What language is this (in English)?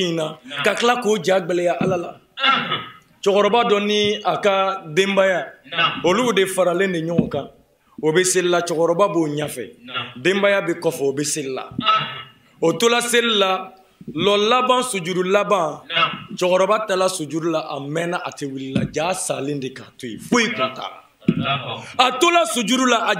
Bambara